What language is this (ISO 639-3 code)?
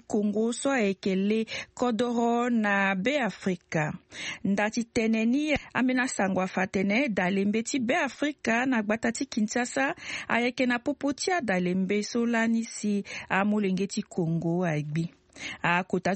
sag